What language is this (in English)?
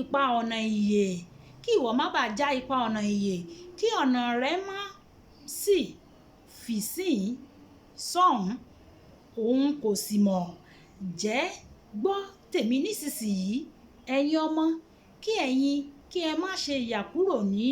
Yoruba